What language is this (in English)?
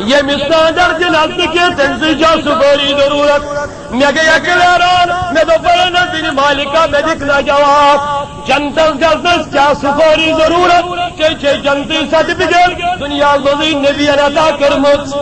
Kashmiri